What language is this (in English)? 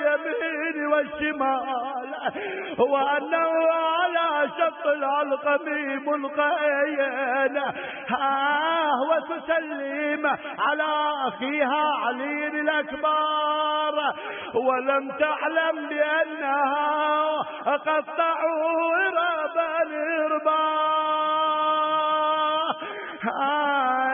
Arabic